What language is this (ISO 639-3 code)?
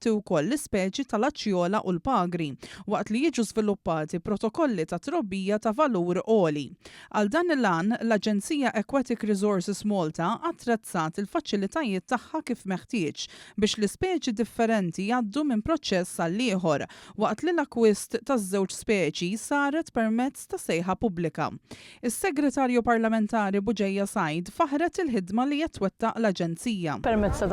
mlt